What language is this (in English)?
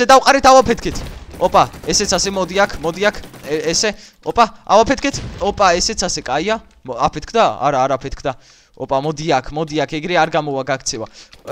Georgian